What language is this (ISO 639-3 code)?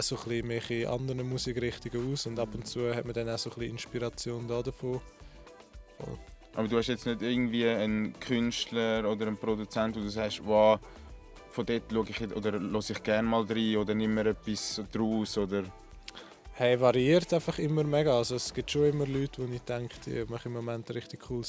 gsw